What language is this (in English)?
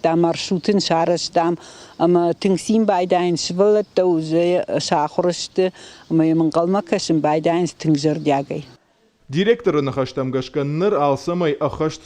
Ossetic